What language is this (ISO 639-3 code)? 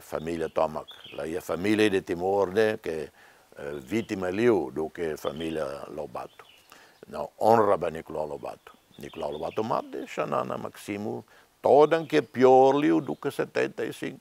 tet